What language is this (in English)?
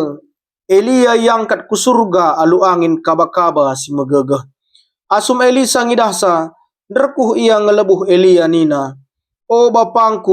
Batak Karo